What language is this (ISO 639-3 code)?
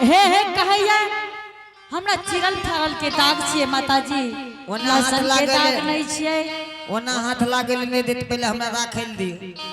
anp